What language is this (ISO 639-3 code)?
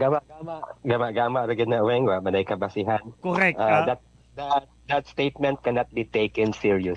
ceb